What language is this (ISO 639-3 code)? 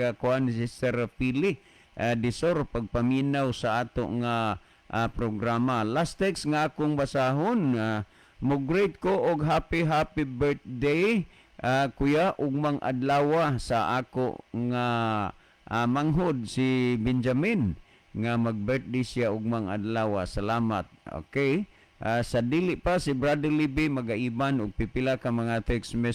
ceb